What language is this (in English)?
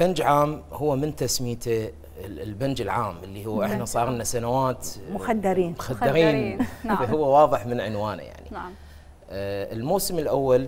Mesopotamian Arabic